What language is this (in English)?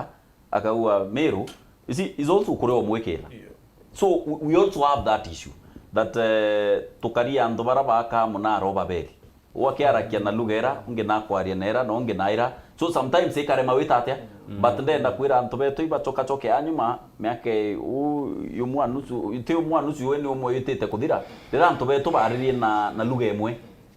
Meru